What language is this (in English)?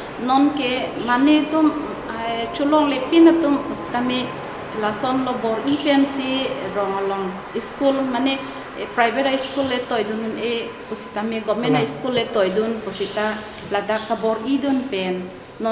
Karbi